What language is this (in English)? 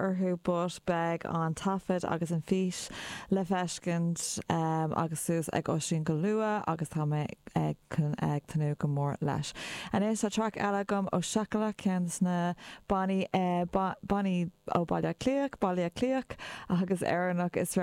Irish